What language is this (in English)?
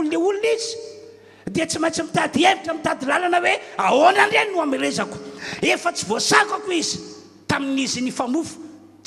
Malagasy